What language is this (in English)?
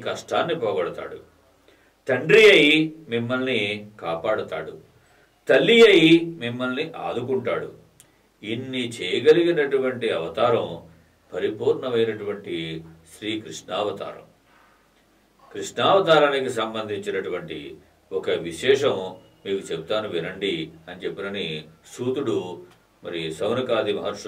Telugu